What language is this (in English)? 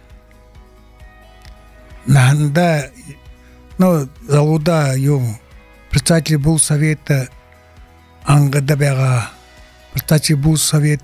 Buriat